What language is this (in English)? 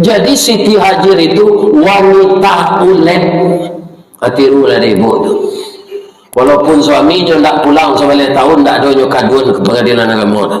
Minangkabau